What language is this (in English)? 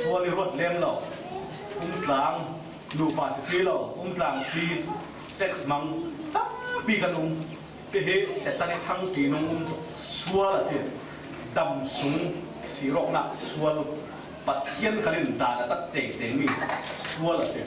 Falam Chin